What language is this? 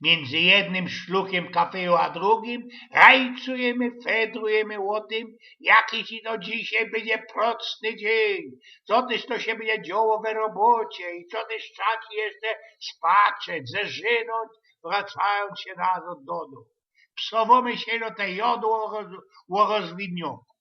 Silesian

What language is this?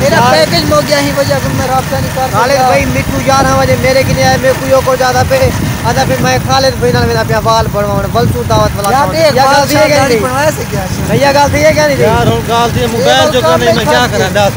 Saraiki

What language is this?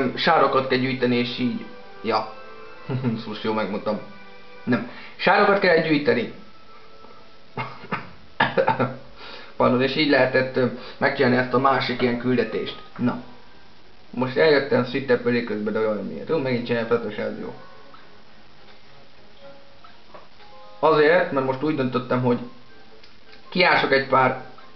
Hungarian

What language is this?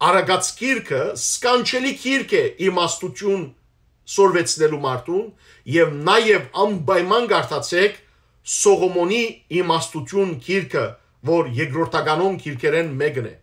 Western Armenian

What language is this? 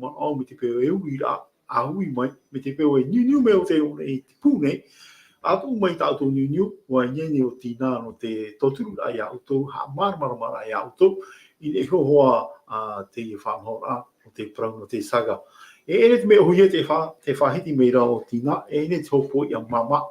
Tahitian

